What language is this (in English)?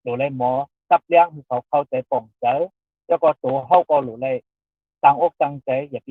Shan